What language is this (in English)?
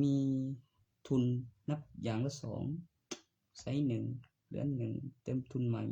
Northeastern Thai